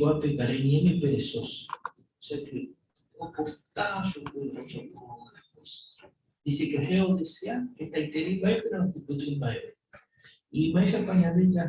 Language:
Guarani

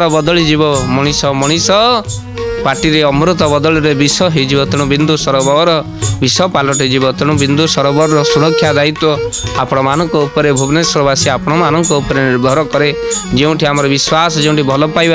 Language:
Odia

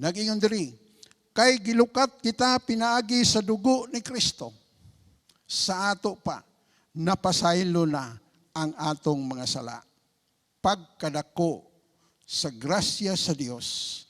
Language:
Cebuano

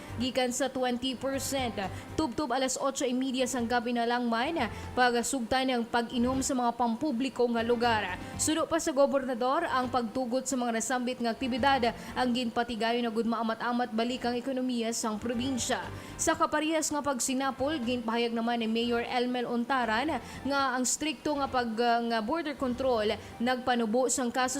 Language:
Hiligaynon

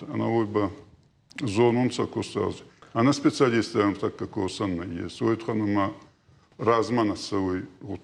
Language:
Ossetic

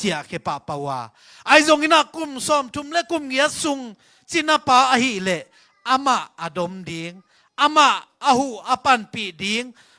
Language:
Tedim Chin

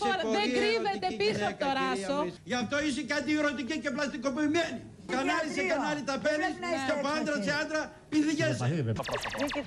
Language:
Greek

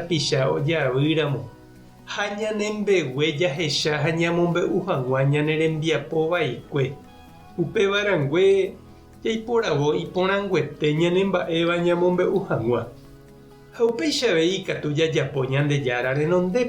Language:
Guarani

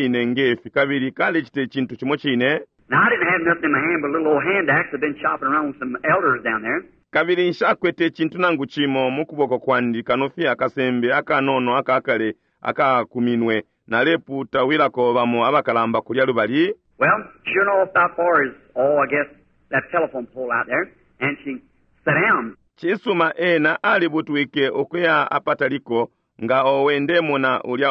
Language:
Bemba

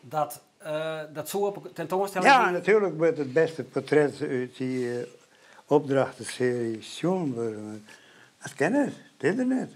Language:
Western Frisian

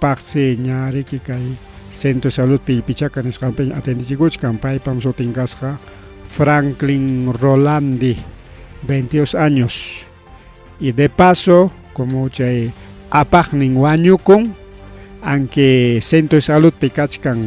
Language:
Ayacucho Quechua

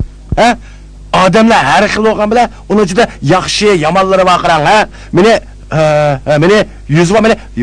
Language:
Uyghur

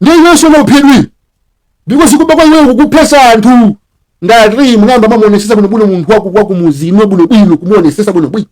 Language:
Nyanja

